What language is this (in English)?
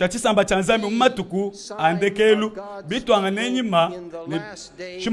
Luba-Lulua